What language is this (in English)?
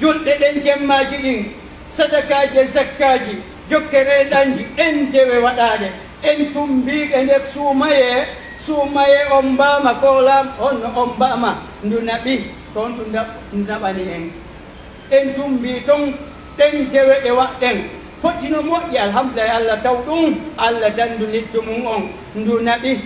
Pular